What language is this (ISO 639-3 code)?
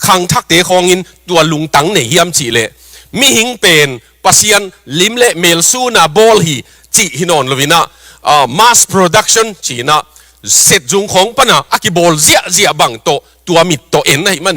ctd